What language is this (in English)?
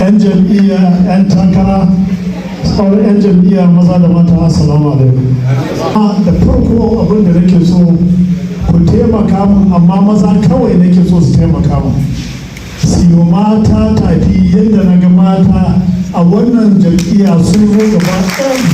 Hausa